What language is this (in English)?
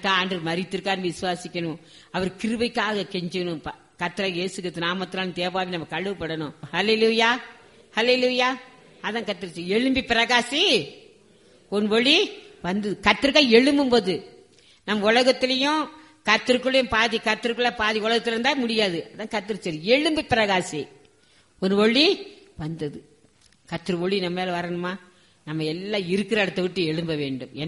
Tamil